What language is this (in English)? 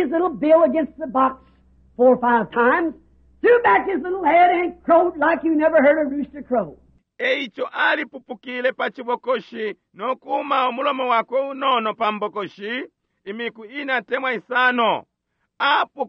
Bemba